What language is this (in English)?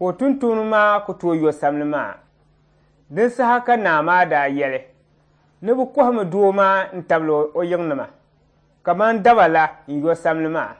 Dagbani